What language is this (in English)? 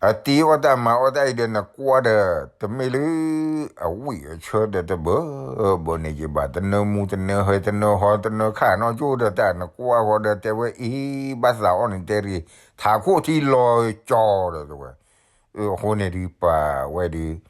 S'gaw Karen